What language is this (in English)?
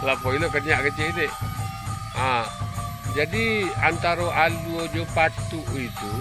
Minangkabau